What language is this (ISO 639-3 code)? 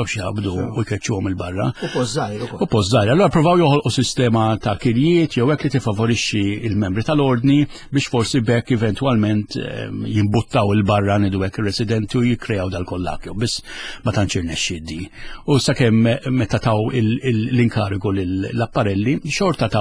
mlt